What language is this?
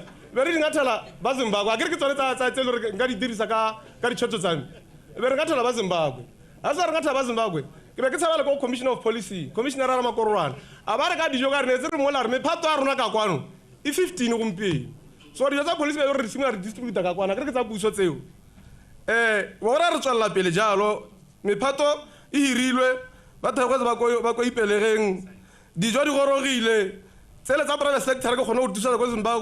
Tswana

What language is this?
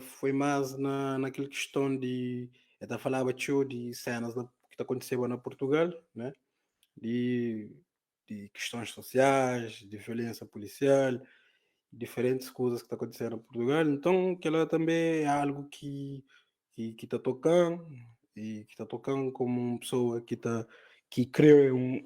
Kabuverdianu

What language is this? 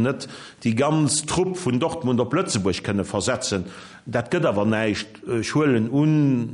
Luxembourgish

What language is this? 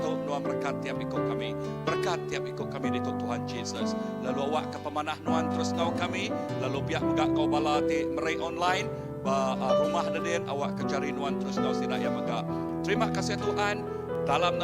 Iban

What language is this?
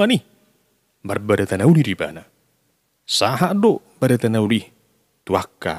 Batak Toba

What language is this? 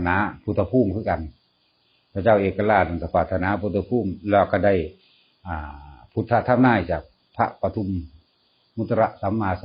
Northeastern Thai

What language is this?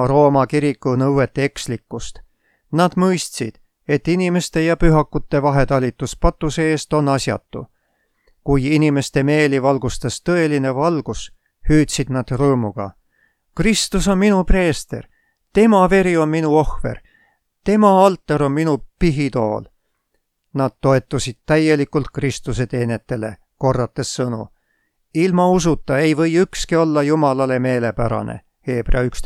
Estonian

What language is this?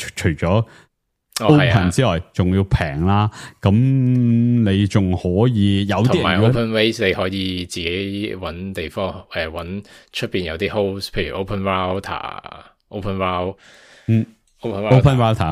Cantonese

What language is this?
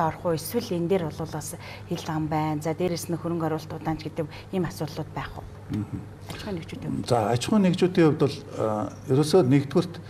Mongolian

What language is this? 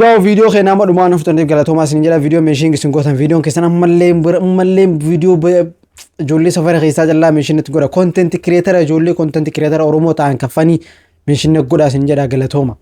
Oromo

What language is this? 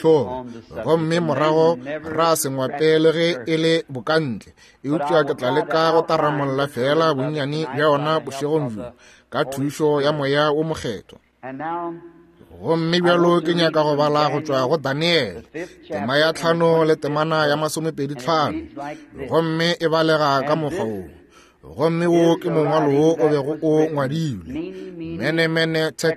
Northern Sotho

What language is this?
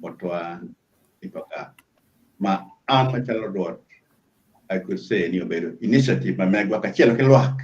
Acoli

